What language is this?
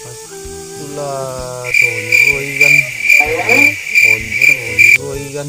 Minangkabau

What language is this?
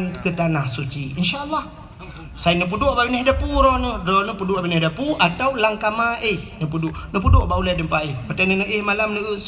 Achinese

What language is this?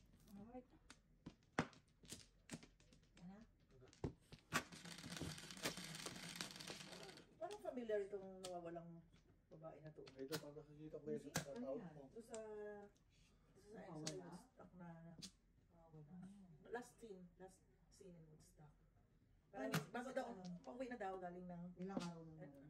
Filipino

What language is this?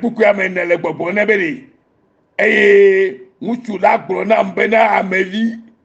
Ewe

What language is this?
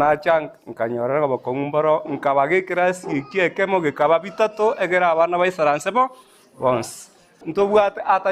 Gusii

